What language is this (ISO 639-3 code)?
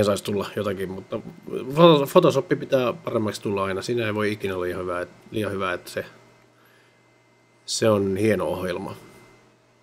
fin